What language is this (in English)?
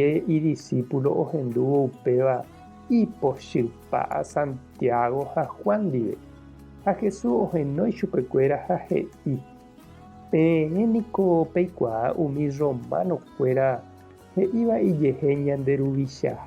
Guarani